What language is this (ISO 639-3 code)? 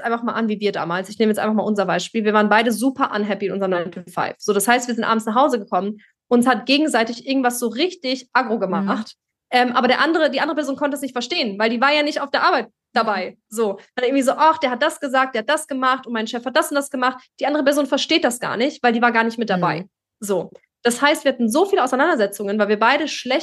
deu